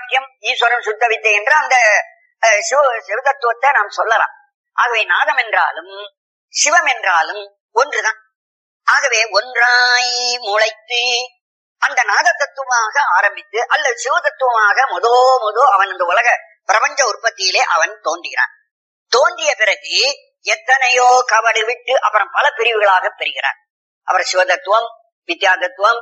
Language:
Tamil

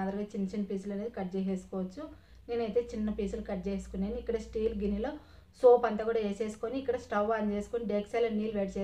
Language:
Telugu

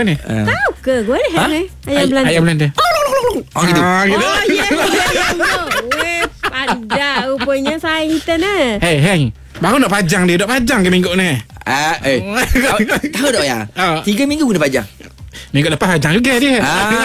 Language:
Malay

